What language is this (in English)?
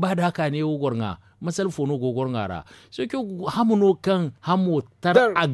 Zarma